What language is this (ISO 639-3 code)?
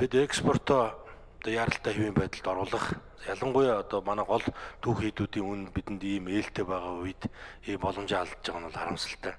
mon